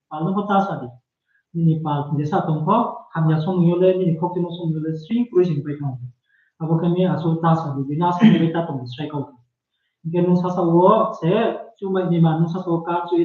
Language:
Riang (India)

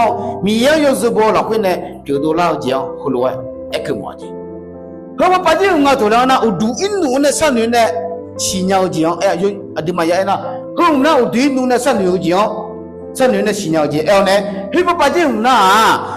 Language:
Akha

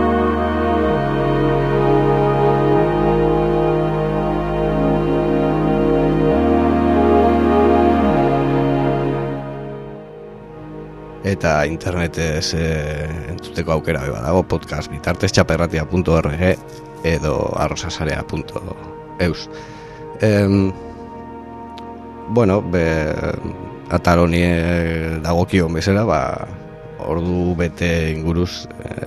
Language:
Basque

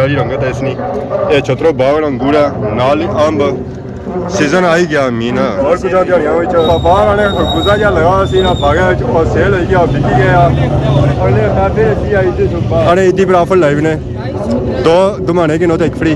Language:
Pahari-Potwari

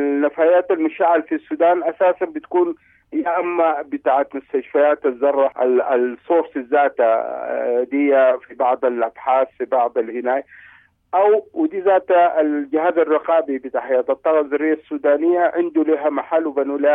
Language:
Sudanese Arabic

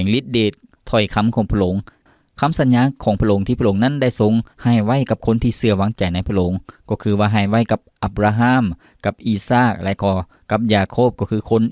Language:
Lao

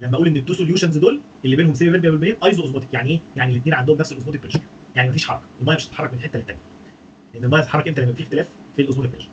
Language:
Egyptian Arabic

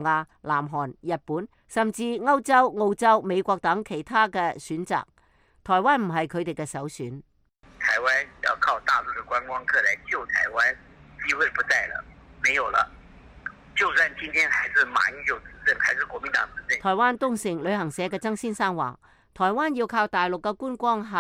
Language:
Cantonese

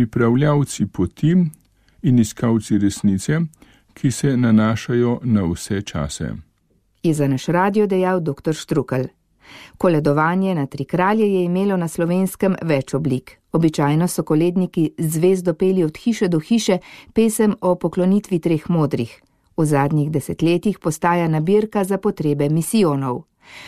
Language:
Slovenian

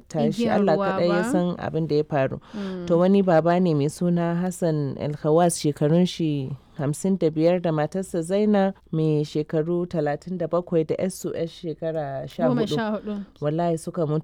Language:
Hausa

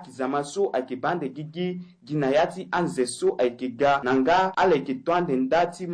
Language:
Sango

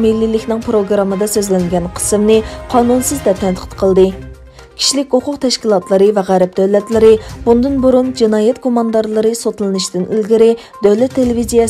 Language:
Uyghur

